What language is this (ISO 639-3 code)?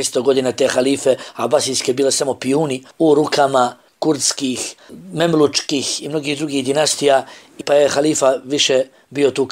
bos